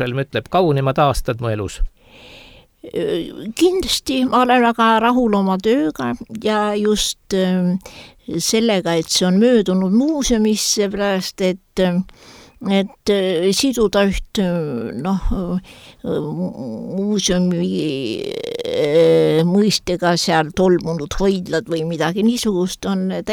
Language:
Estonian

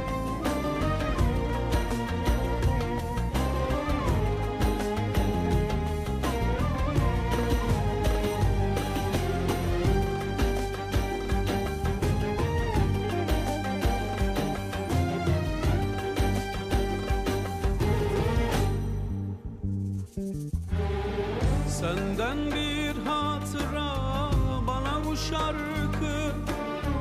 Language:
Turkish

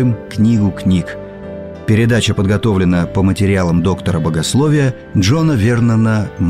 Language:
Russian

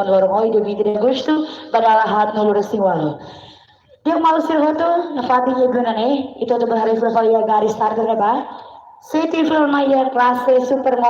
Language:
Tetum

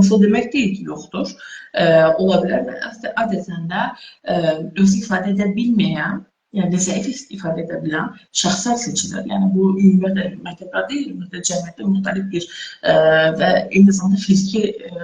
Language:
Azerbaijani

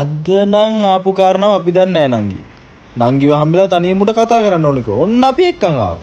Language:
Sinhala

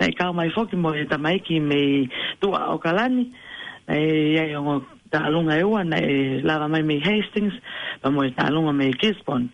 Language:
Tongan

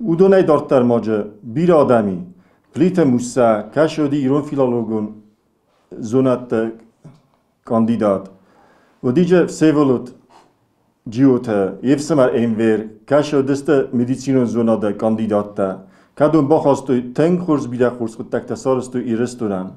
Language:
Ossetic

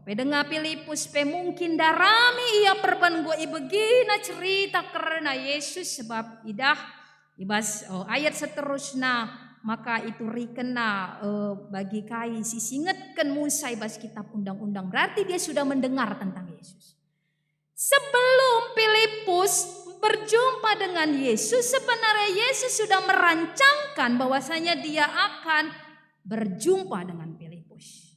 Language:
Batak Karo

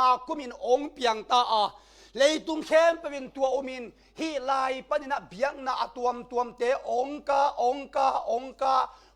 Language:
Tedim Chin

